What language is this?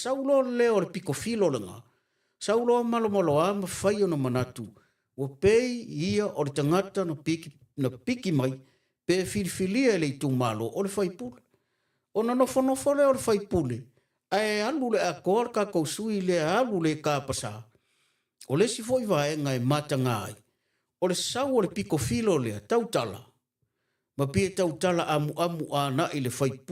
Samoan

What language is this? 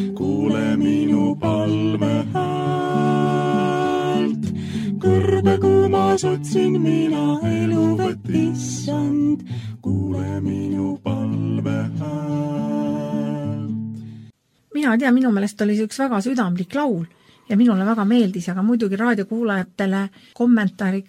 Estonian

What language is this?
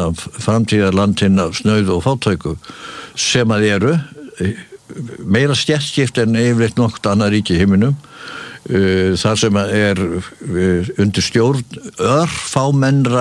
Icelandic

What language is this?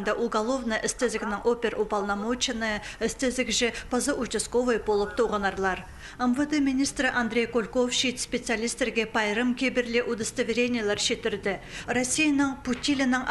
Khakas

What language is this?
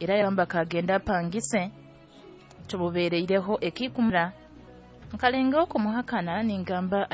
Nyoro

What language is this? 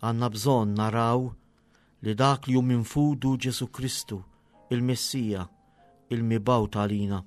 Maltese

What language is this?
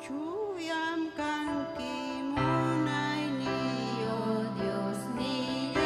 Ayacucho Quechua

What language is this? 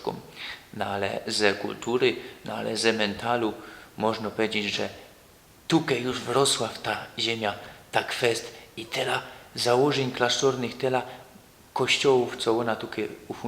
Silesian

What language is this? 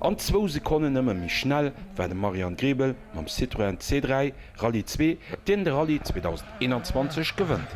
Luxembourgish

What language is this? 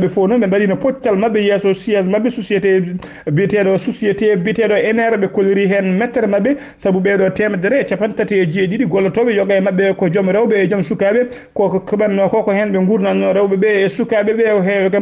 Fula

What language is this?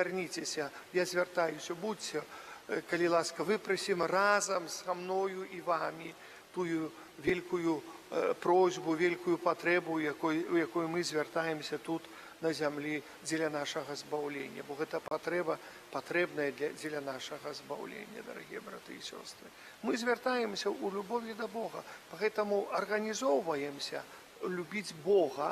Belarusian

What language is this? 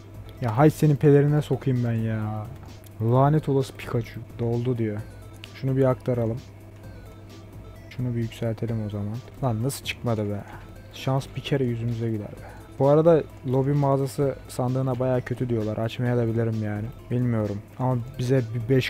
Turkish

